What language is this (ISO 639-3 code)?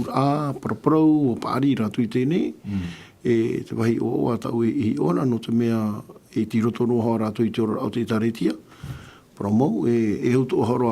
tah